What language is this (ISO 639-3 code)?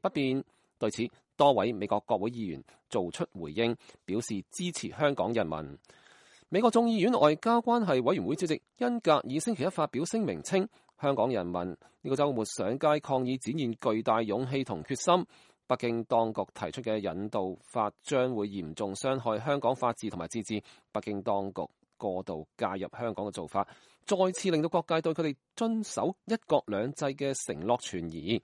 yue